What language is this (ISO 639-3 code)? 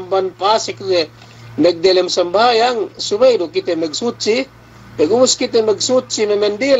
yka